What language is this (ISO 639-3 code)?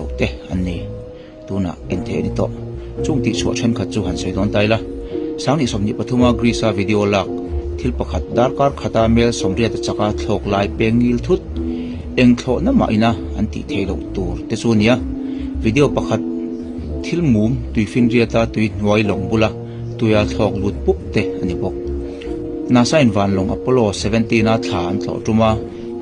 lus